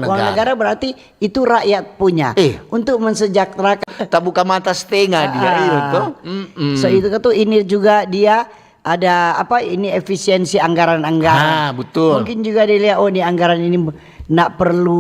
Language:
Manado Malay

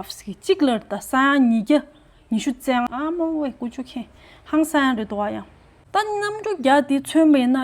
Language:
Tibetan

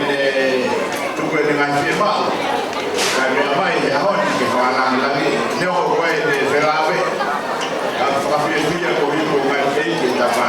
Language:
Tongan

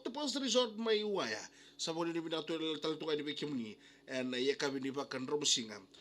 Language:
Fijian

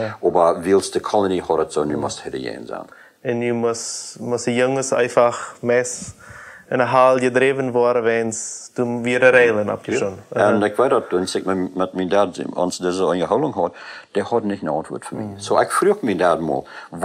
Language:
Plautdietsch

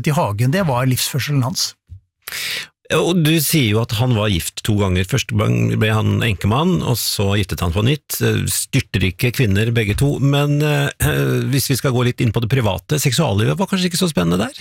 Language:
Norwegian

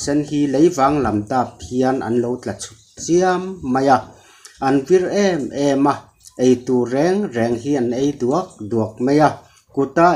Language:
Mizo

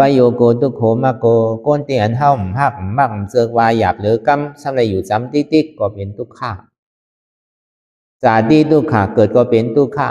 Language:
Shan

